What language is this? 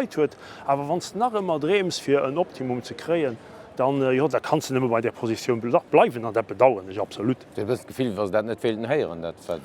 Luxembourgish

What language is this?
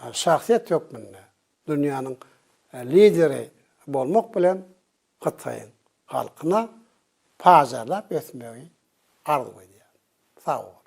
Turkmen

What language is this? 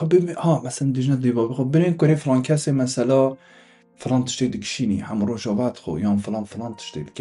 Kurdish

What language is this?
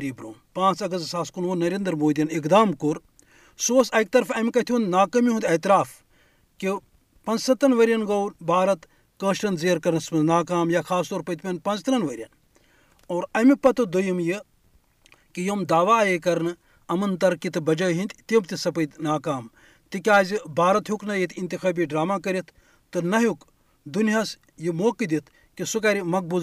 Kashmiri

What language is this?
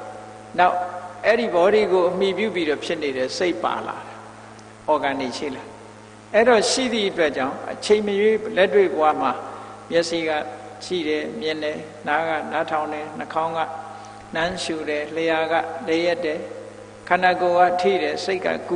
Burmese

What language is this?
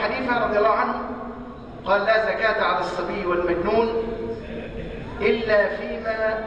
Arabic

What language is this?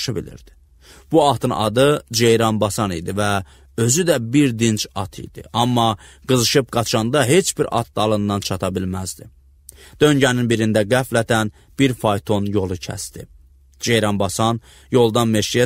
Azerbaijani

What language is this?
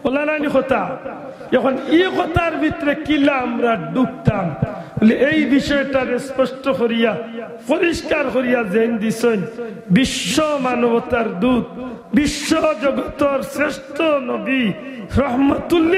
Sylheti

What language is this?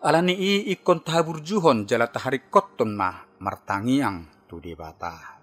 Batak Toba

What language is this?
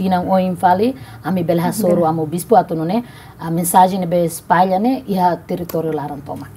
Tetum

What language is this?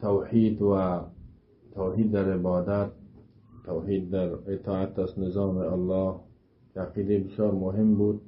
Persian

